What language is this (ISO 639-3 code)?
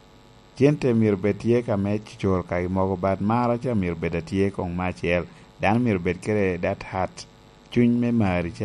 laj